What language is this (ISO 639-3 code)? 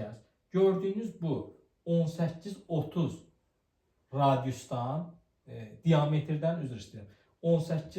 aze